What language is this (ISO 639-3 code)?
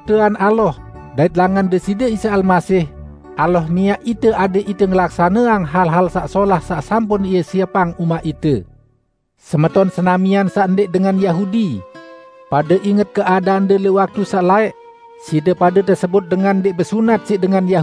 sas